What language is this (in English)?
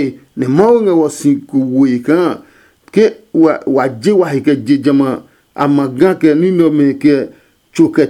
Adangme